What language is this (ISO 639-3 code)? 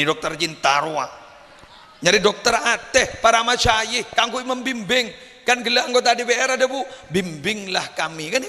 mad